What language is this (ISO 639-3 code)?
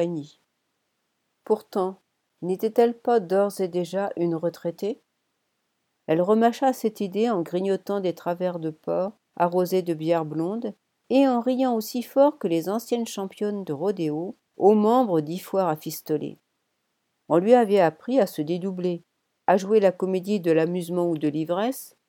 fra